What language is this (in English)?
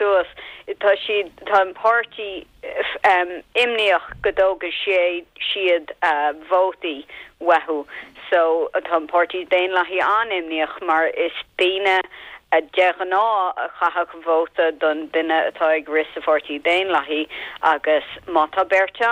Irish